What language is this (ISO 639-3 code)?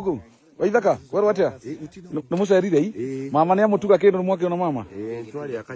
kik